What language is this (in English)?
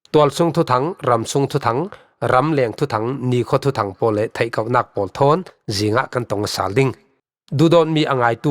Falam Chin